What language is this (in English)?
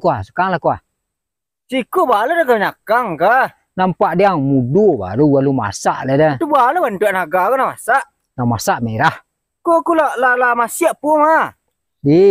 Minangkabau